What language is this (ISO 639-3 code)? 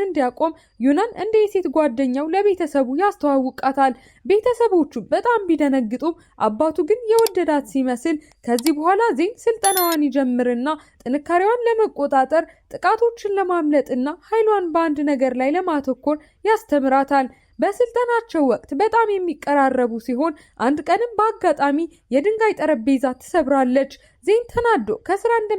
amh